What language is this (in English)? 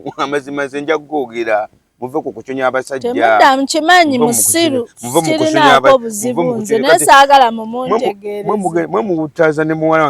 Ganda